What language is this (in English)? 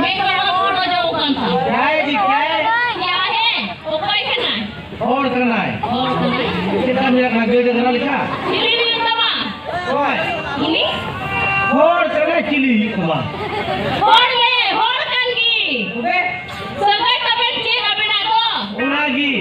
Santali